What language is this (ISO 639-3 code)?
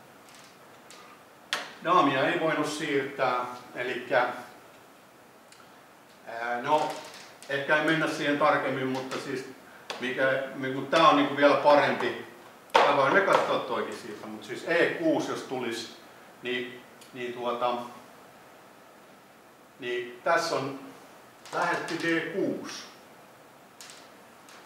fin